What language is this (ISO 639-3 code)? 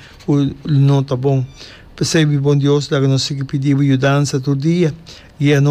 pap